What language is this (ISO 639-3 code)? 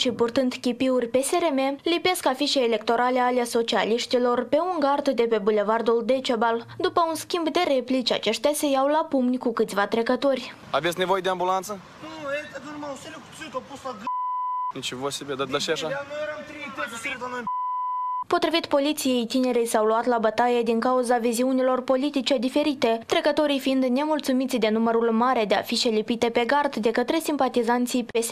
ron